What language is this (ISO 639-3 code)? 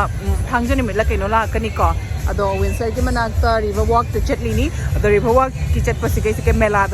mni